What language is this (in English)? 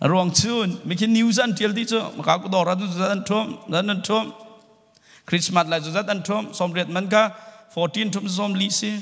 Hakha Chin